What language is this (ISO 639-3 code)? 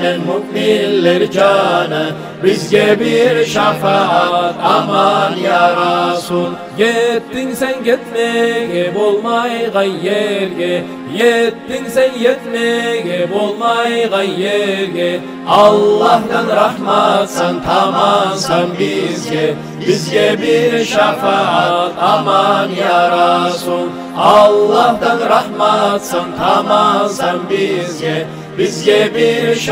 kum